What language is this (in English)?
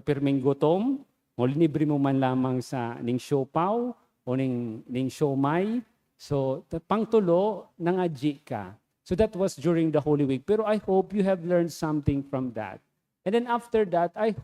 Bikol